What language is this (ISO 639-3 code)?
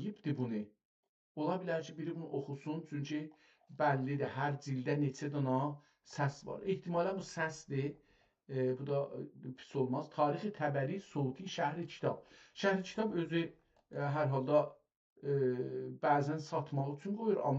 azb